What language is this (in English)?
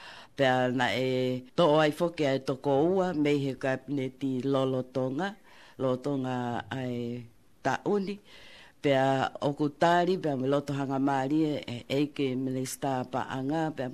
Tongan